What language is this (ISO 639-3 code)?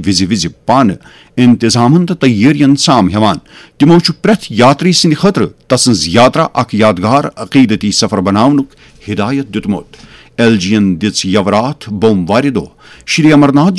kas